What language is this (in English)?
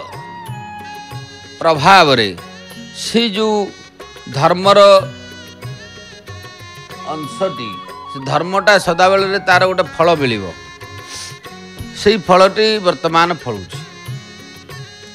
Odia